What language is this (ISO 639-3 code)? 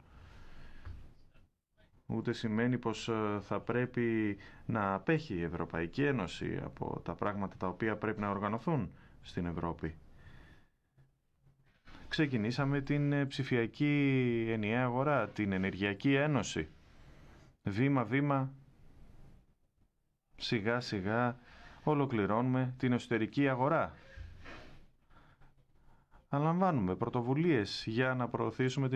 ell